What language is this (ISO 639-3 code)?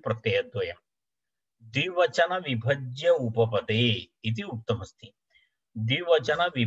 san